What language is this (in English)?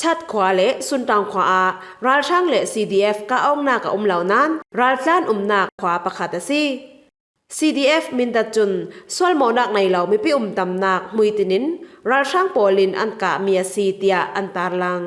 Falam Chin